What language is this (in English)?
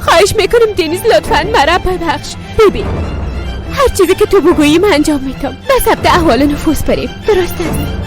Persian